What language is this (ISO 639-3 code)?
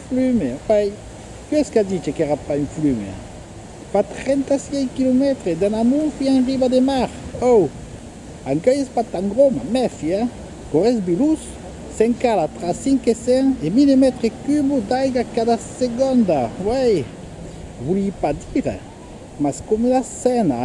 oci